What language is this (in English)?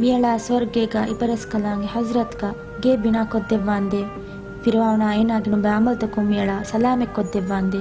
Divehi